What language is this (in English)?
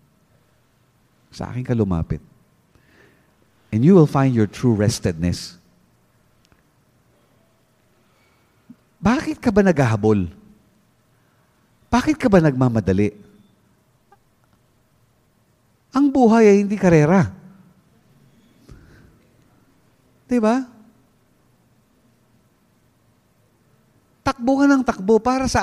Filipino